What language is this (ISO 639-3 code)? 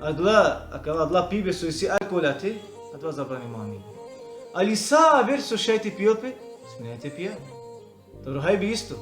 rmn